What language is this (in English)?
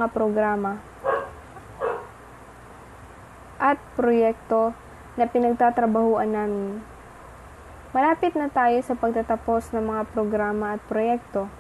Filipino